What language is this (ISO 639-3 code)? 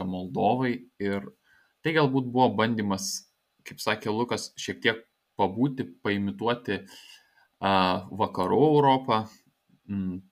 lit